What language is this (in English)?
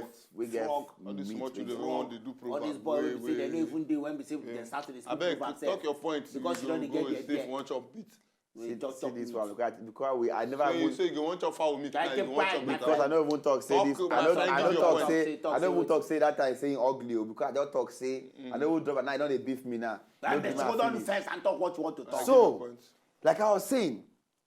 Nigerian Pidgin